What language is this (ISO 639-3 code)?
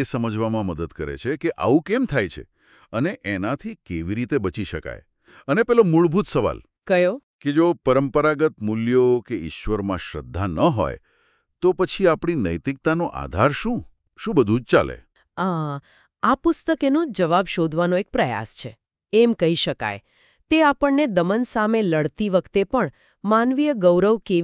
guj